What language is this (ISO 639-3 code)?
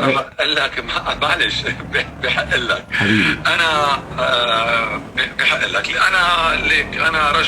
apc